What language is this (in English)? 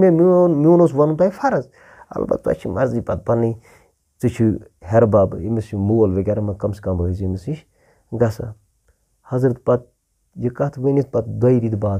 Kashmiri